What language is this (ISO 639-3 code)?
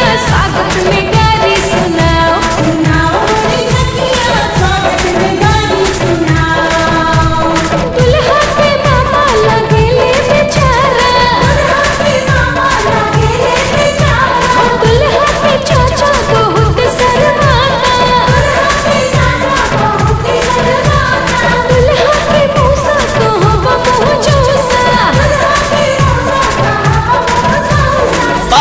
bho